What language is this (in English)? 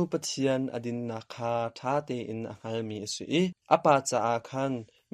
Hakha Chin